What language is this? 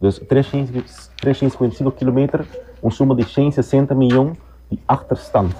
Papiamento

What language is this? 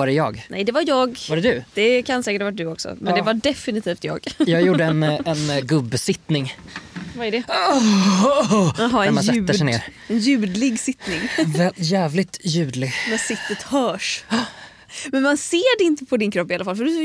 Swedish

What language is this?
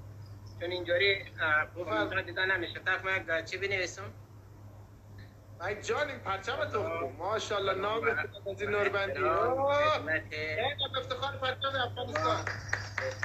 Persian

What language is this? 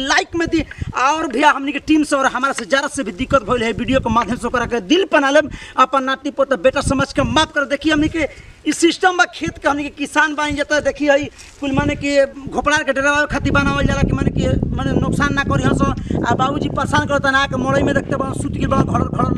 Bhojpuri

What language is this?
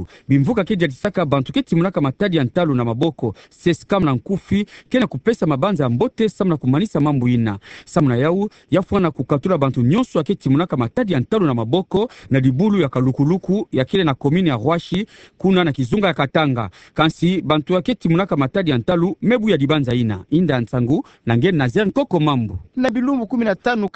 Kituba (Democratic Republic of Congo)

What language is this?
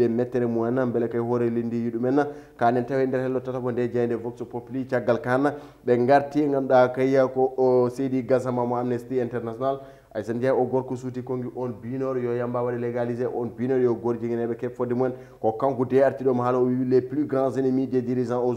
Fula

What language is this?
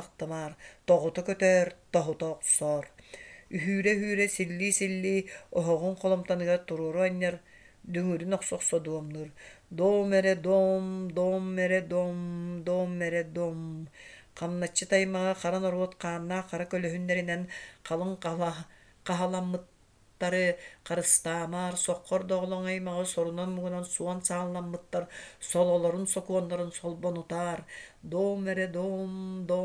Yakut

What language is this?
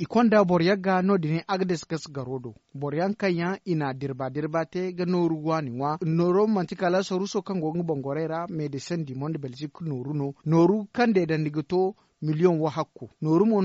Zarma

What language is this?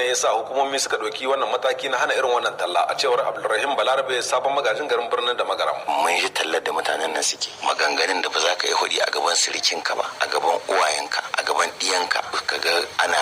Hausa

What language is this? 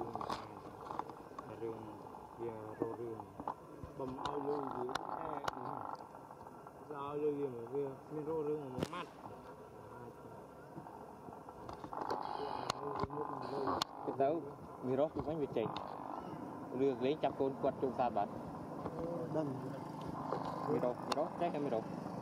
Vietnamese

